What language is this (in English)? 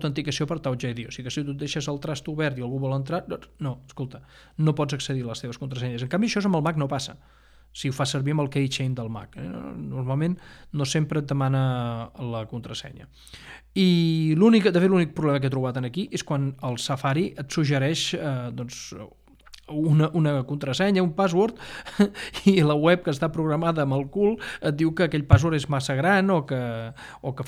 Catalan